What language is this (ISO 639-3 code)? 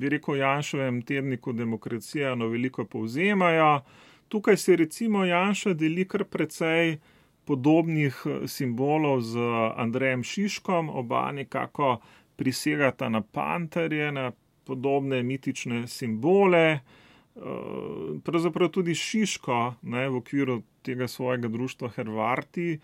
slv